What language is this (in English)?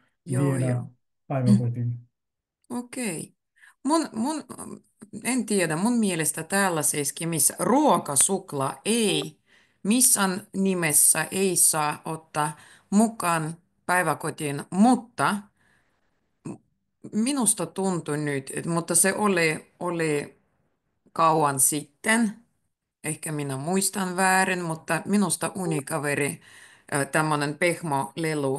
Finnish